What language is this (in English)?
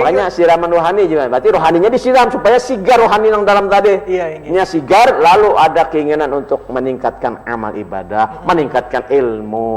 Banjar